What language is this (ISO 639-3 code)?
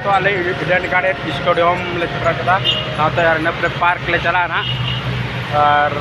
sat